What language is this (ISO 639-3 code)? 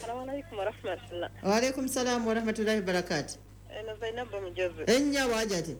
lug